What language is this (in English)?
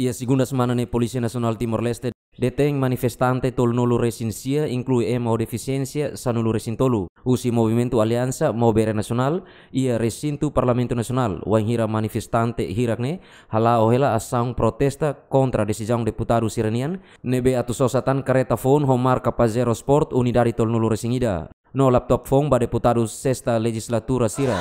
Tetum